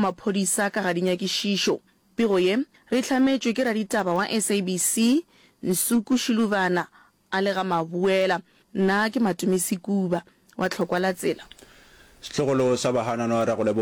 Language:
Northern Sotho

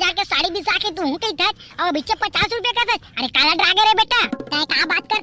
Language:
Chhattisgarhi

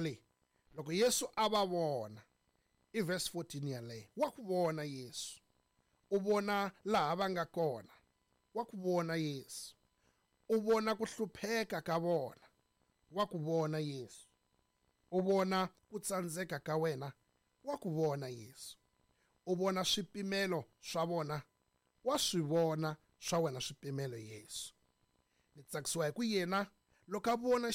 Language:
Tsonga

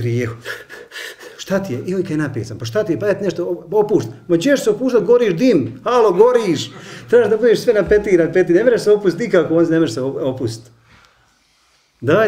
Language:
Bosnian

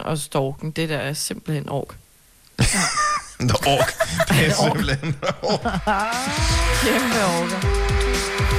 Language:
Danish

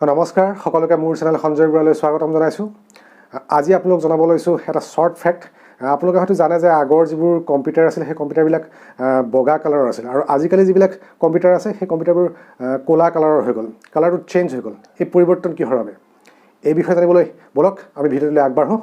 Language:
Assamese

